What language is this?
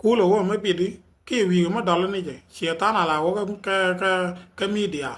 Nuer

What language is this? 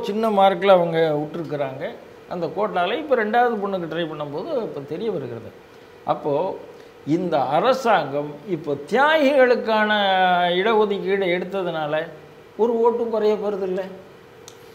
Tamil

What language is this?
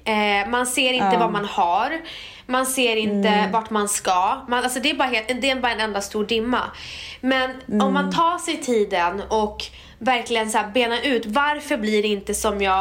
Swedish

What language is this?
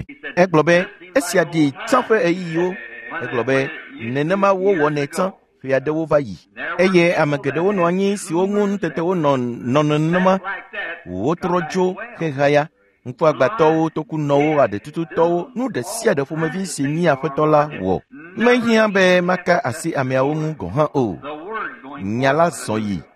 Ewe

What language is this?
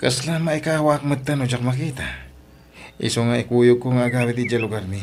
Iloko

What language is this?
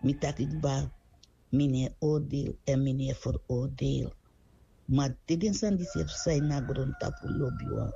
Sranan Tongo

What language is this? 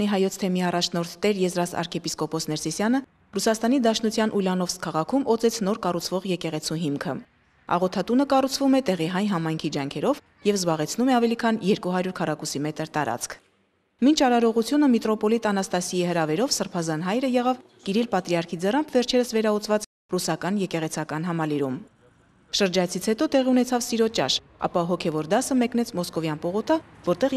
Armenian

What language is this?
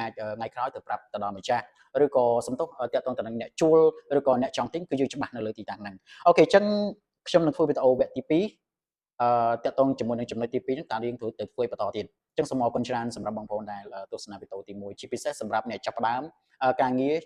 Khmer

